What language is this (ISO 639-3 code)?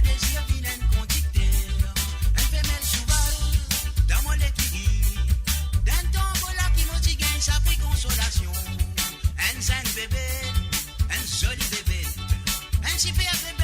mfe